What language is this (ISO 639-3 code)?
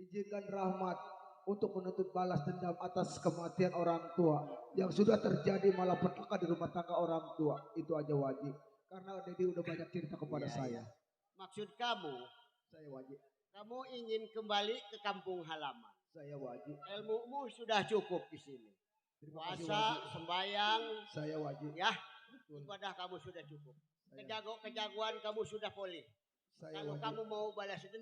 bew